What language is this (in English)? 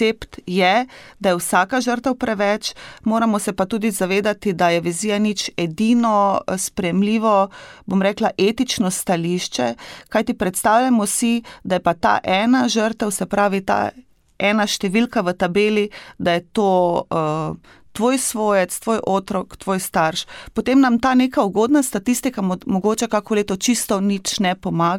Slovenian